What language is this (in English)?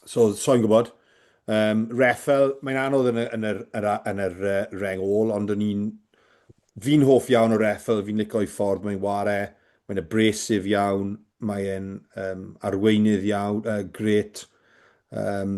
Welsh